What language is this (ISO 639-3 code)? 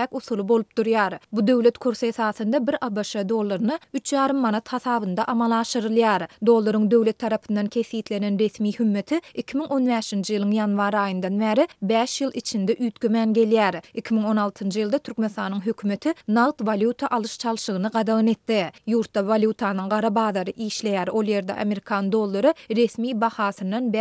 tuk